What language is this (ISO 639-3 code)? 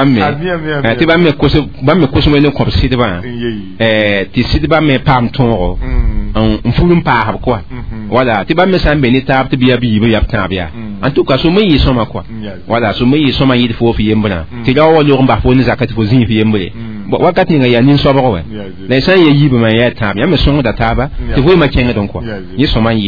mos